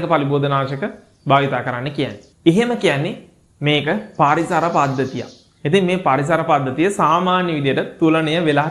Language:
Sinhala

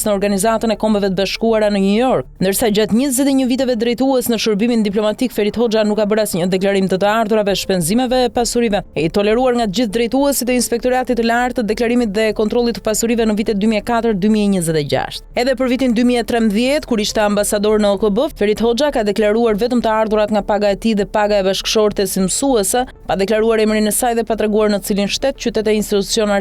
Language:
Albanian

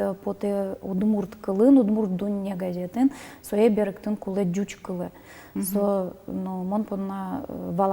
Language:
Udmurt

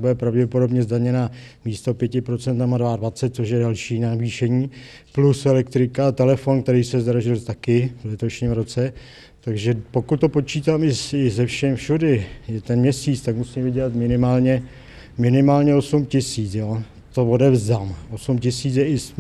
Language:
Czech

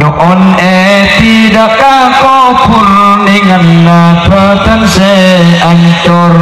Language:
Madurese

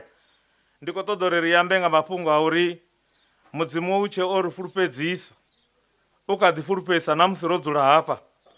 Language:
Venda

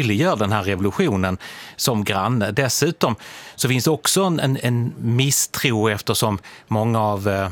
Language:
Swedish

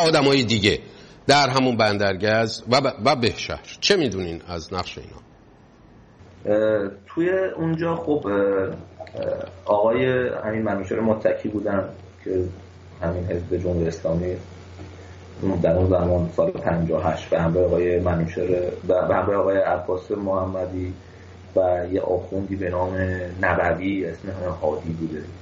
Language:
Persian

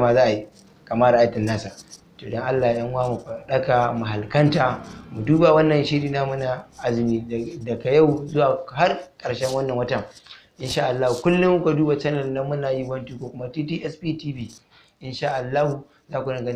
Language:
Hausa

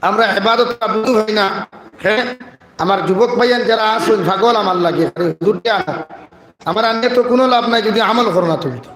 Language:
Sylheti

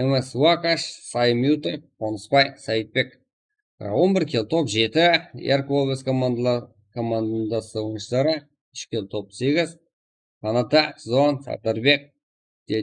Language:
Kara-Kalpak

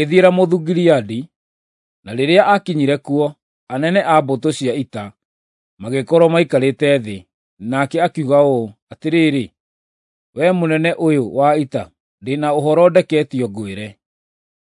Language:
Kikuyu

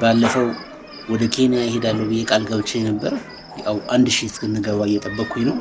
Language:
Amharic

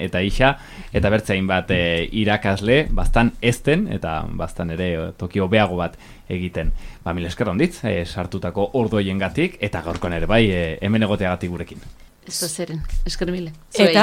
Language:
Basque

